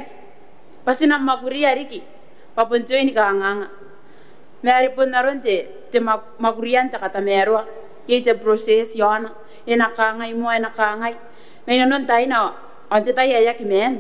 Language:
Gilbertese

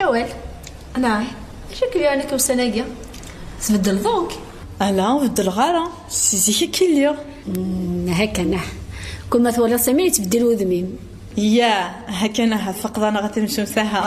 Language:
Kabyle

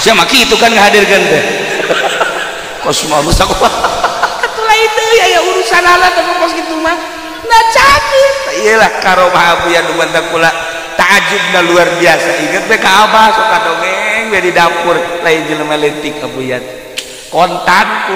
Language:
Sundanese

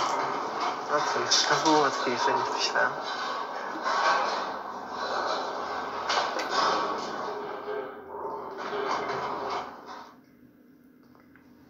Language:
Polish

